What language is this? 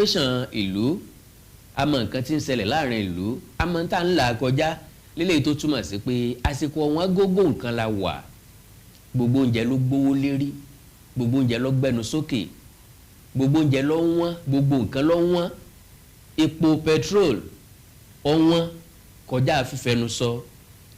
Yoruba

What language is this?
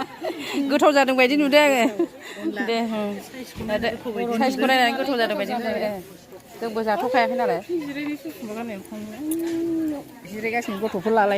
Bodo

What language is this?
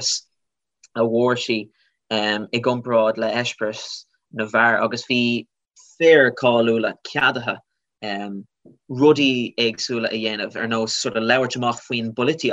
Irish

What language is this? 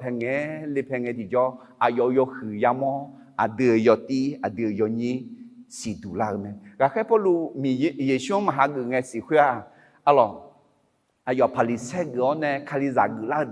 Akha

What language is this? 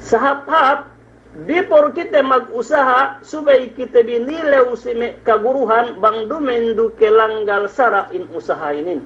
Yakan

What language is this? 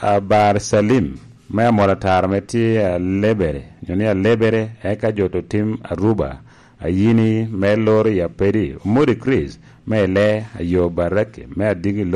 Lango (Uganda)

